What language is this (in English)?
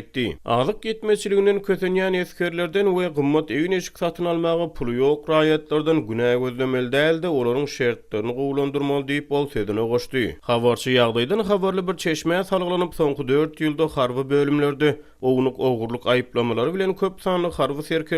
Turkmen